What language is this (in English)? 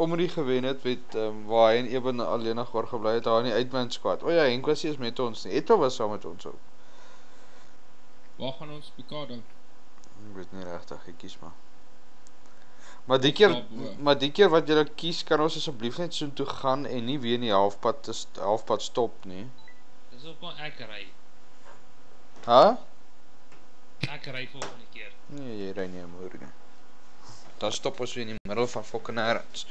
Afrikaans